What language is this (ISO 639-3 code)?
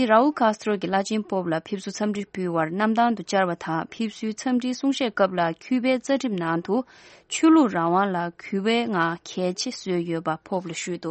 bod